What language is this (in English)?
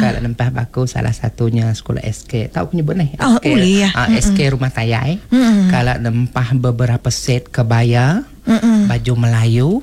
Iban